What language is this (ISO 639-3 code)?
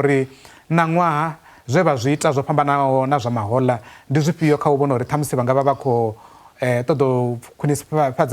ven